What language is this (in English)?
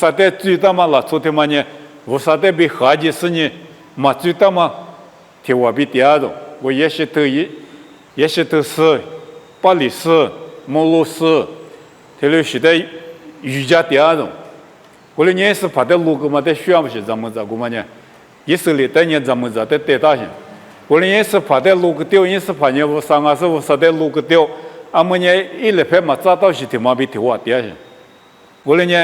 Lisu